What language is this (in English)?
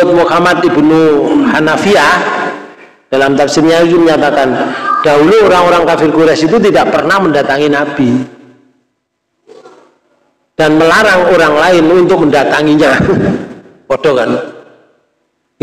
Indonesian